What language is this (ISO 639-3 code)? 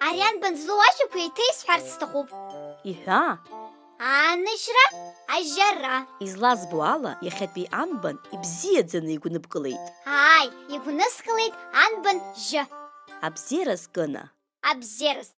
abk